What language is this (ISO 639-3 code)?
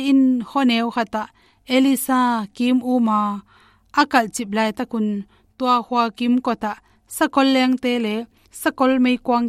ctd